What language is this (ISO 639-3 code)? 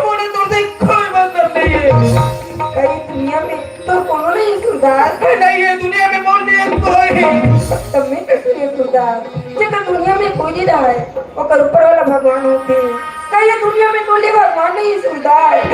hne